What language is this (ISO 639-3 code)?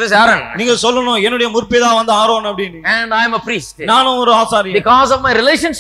tam